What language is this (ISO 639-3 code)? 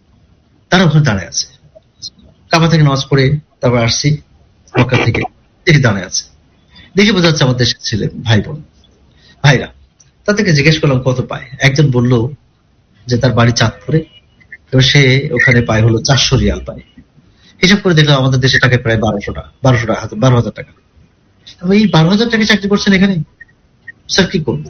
ben